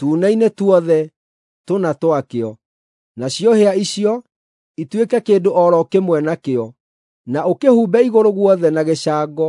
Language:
Kikuyu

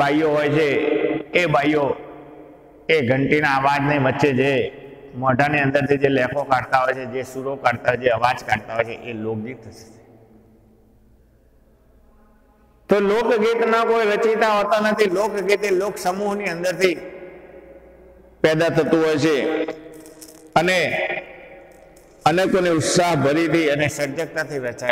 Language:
Gujarati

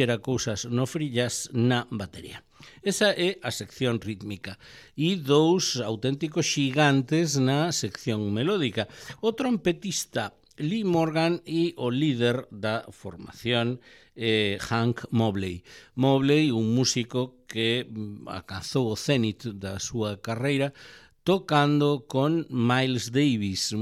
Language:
Galician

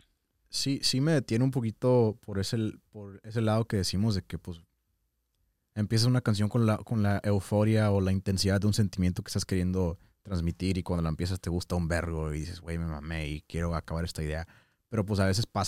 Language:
Spanish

